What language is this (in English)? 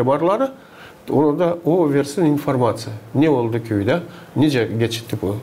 Gagauz